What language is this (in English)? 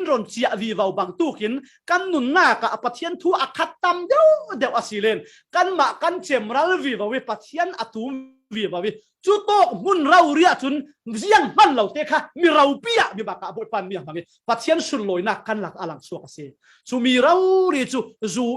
Falam Chin